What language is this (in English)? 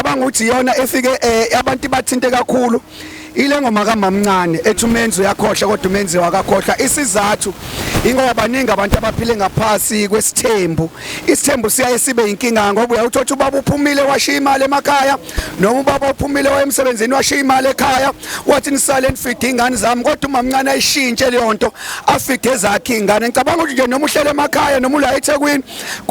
Zulu